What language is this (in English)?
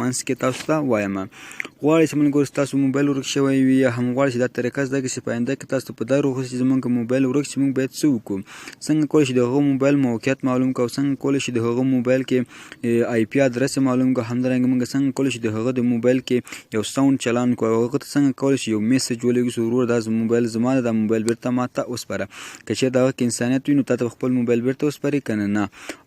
Pashto